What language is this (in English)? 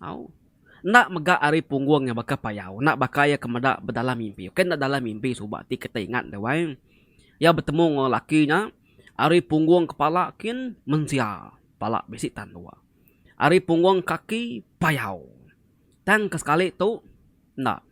Iban